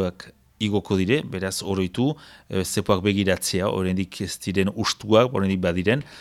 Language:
Basque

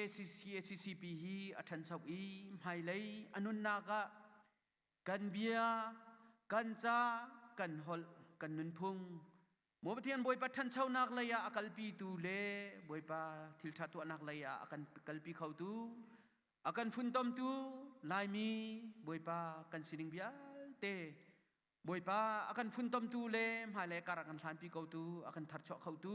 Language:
Hakha Chin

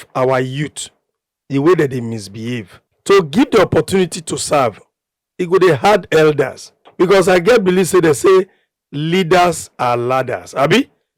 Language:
Nigerian Pidgin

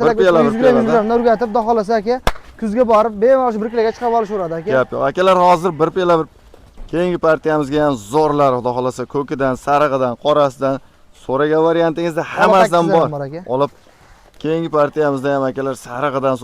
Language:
Uzbek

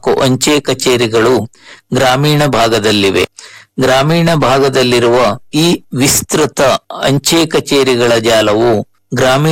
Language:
Kannada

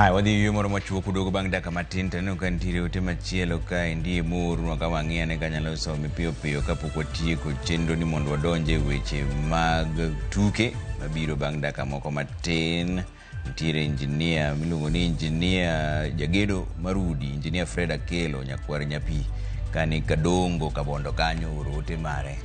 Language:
Luo (Kenya and Tanzania)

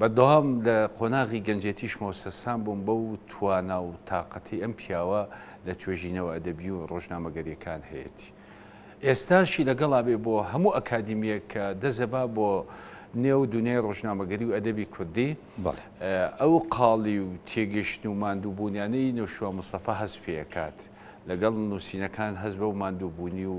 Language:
Central Kurdish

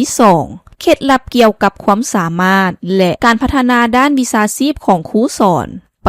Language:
Lao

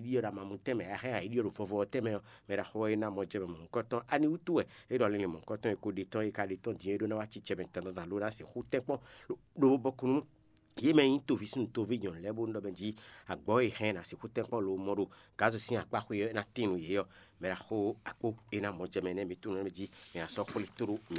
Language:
Fon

